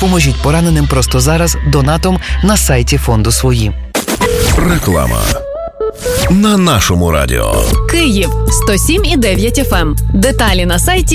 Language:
Ukrainian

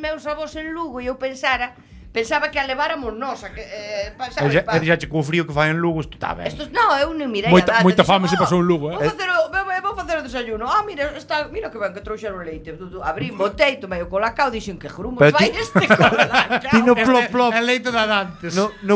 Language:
Galician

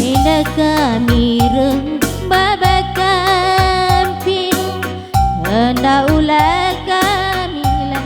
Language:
Batak Karo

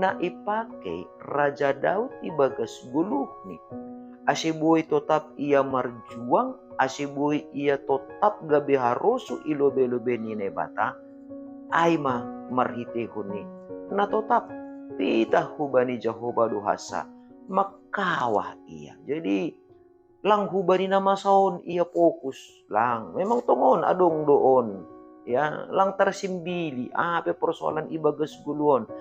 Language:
Batak Simalungun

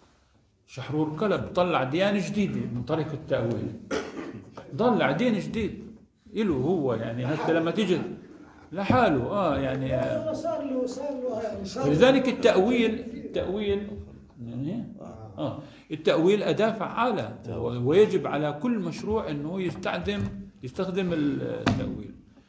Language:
Arabic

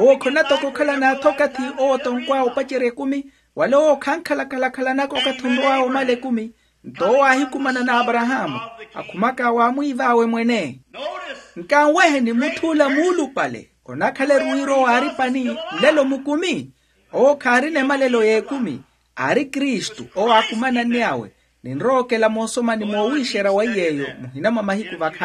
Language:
Makhuwa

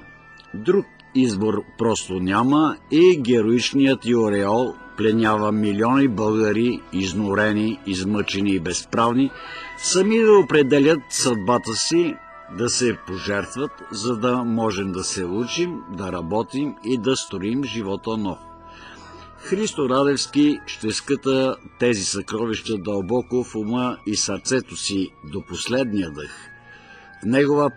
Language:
Bulgarian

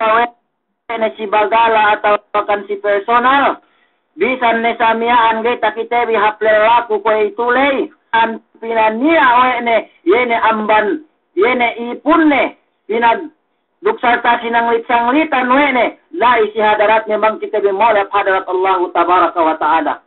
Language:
Yakan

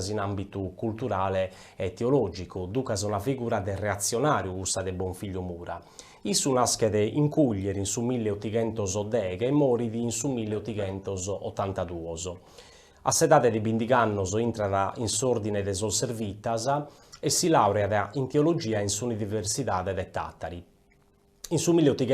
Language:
Sardinian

